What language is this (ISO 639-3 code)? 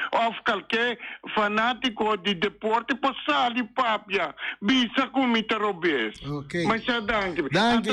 pap